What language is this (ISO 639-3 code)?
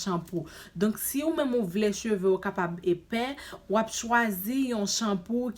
hat